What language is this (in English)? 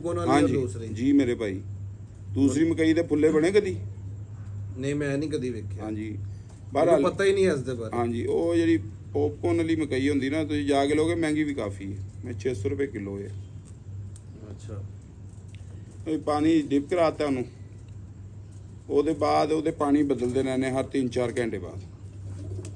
Punjabi